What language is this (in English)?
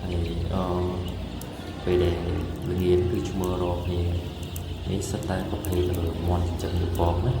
Khmer